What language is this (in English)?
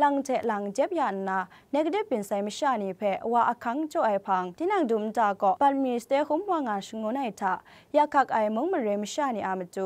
Kachin